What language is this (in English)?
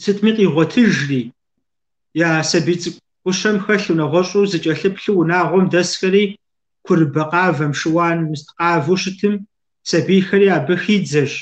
Kabardian